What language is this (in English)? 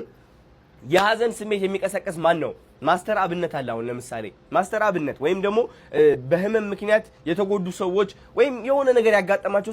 Amharic